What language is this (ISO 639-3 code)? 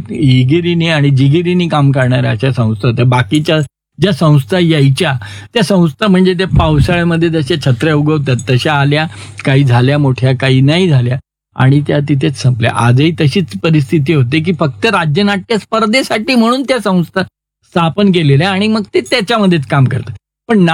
mar